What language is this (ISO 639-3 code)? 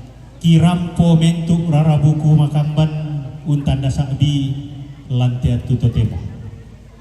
sda